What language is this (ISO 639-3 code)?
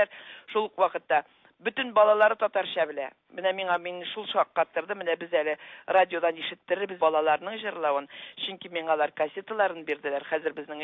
tat